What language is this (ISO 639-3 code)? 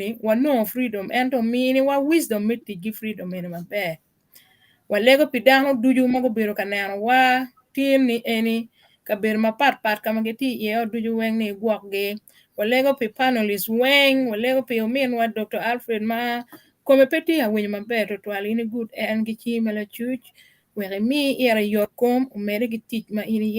ach